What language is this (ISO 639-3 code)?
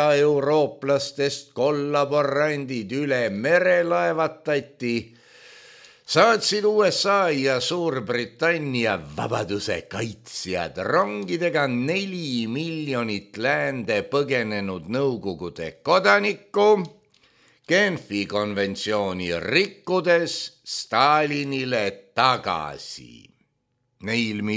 est